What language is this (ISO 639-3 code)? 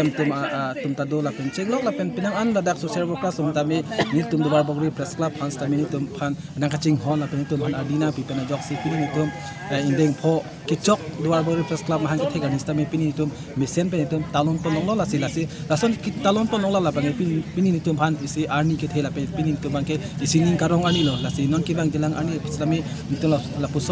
mjw